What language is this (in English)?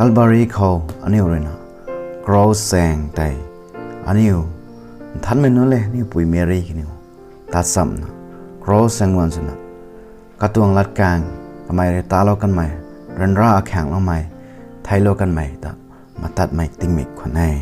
Rongmei Naga